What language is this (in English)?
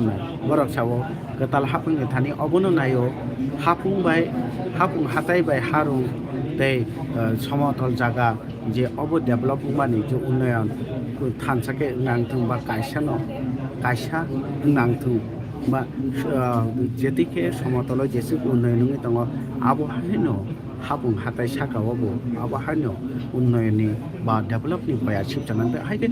Kok Borok